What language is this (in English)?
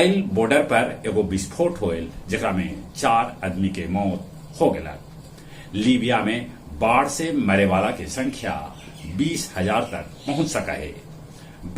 Magahi